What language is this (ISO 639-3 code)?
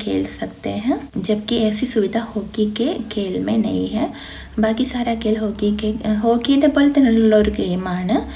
mal